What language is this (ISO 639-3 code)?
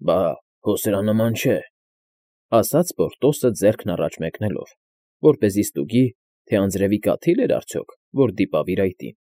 hye